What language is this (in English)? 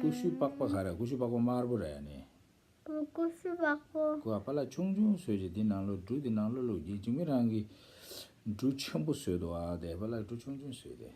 Tibetan